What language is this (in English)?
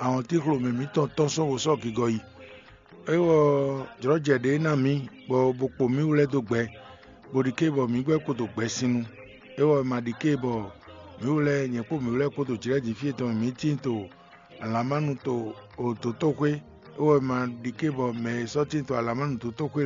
Fon